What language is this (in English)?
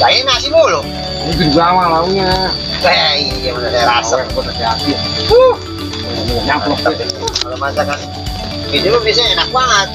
Betawi